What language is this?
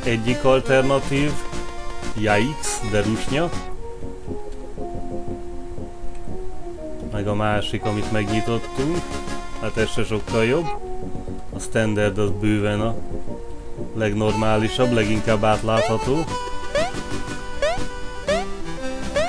Hungarian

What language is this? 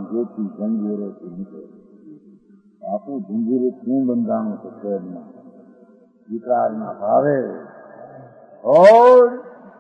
Gujarati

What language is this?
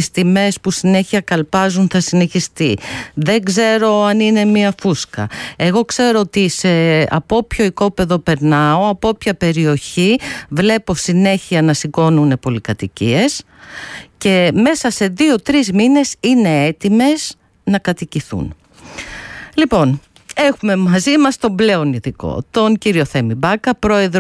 Greek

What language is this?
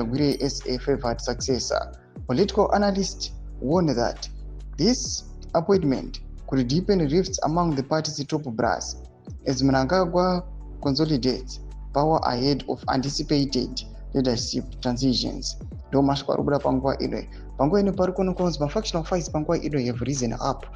Shona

